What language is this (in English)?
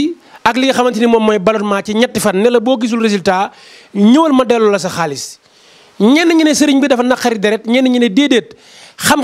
Wolof